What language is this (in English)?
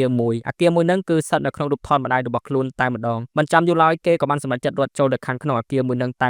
Khmer